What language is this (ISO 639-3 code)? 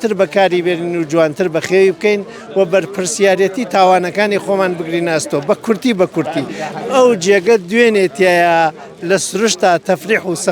ckb